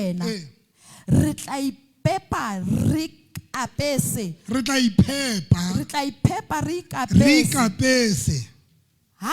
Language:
Southern Sotho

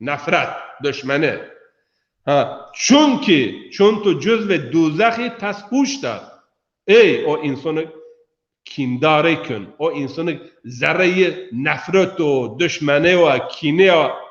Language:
Zaza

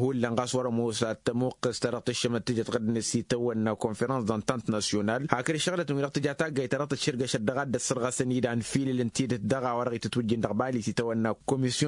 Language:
Tamasheq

